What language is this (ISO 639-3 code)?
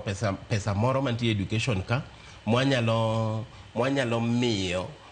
luo